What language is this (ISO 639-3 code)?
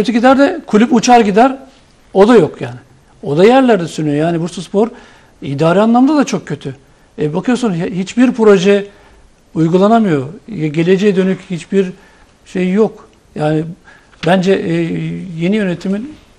tur